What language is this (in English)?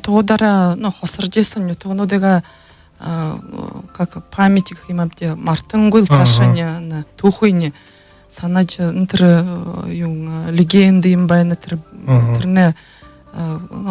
Buriat